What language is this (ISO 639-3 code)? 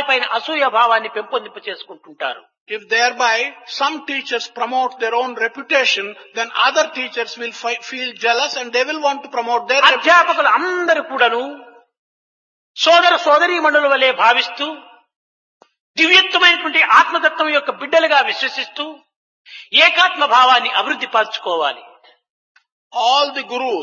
tel